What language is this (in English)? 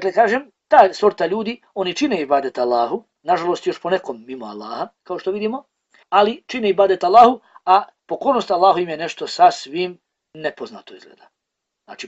Bosnian